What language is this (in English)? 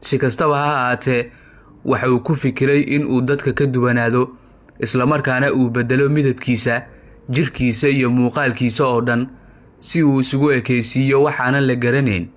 Somali